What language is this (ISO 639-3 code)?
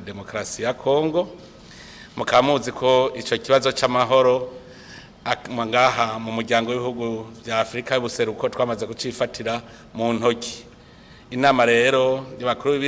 run